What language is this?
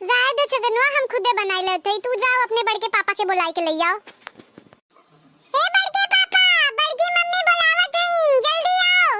Awadhi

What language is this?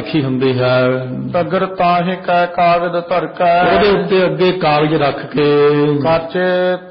Punjabi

